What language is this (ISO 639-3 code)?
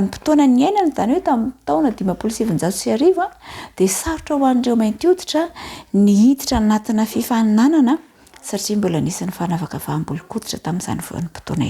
mlg